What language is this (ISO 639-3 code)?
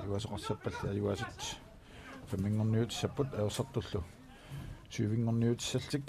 kal